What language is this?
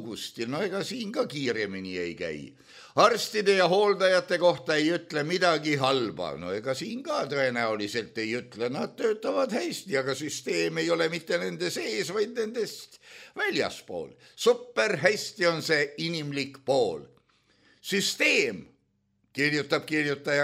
Estonian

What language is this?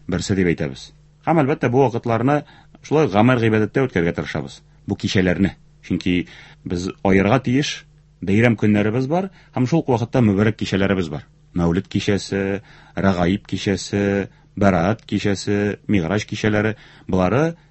Tatar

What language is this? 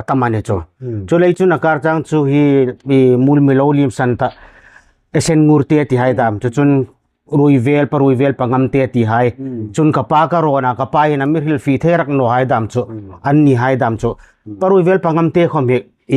Hmar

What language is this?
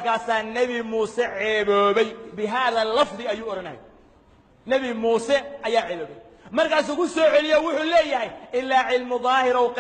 Somali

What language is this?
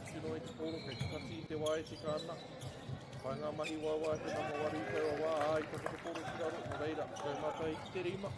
Māori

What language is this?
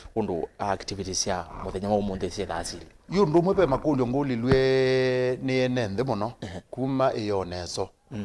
Kamba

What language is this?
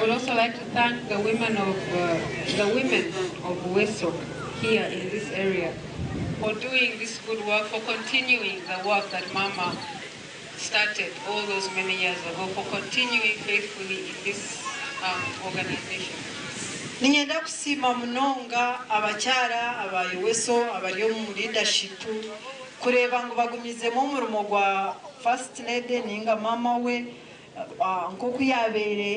Nyankole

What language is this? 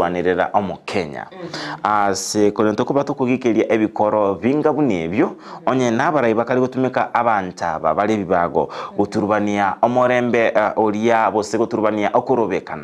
Gusii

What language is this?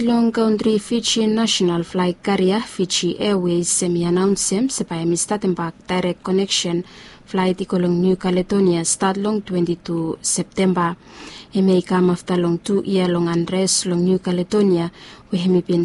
Bislama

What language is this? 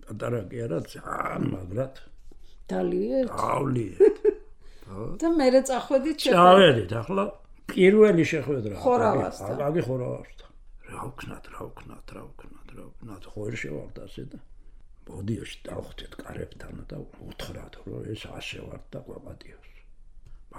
Georgian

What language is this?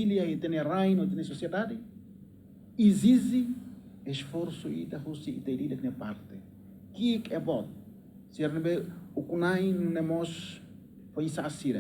Tetum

